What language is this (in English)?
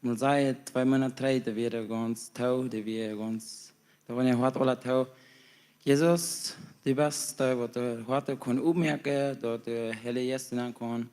Plautdietsch